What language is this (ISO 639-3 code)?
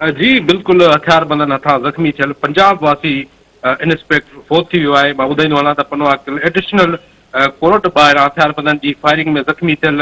snd